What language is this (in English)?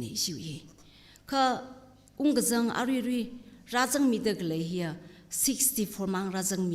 Tangkhul Naga (India)